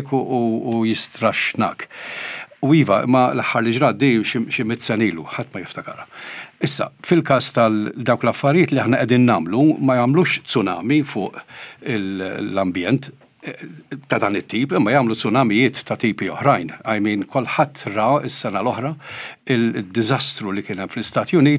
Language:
Maltese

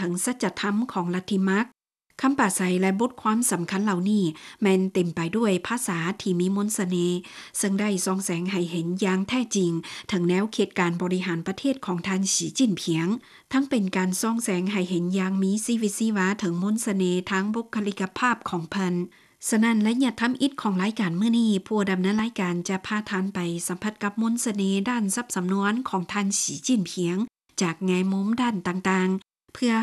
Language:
Lao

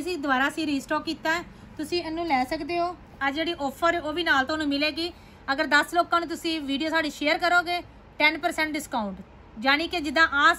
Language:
Punjabi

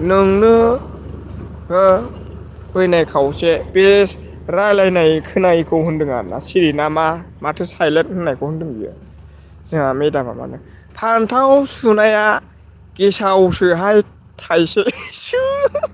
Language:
Bodo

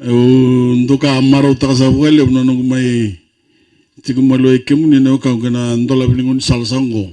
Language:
Fijian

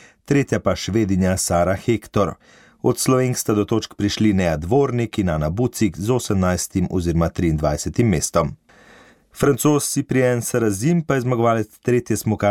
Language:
Slovenian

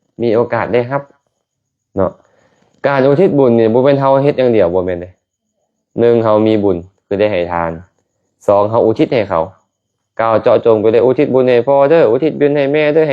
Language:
Lao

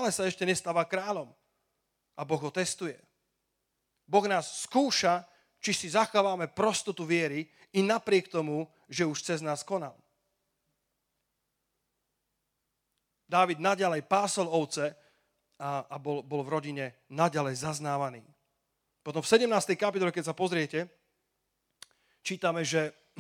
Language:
Slovak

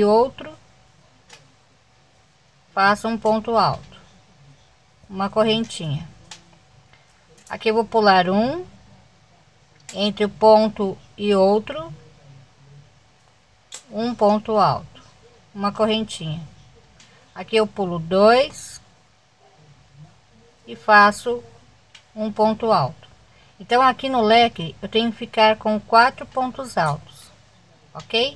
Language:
Portuguese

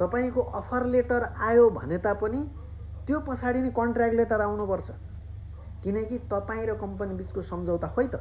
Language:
Nepali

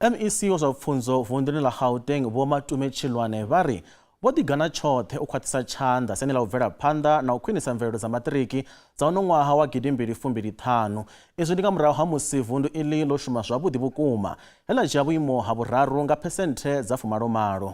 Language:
Venda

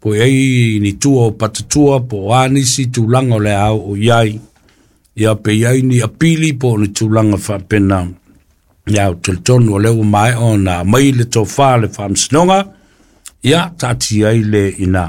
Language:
Samoan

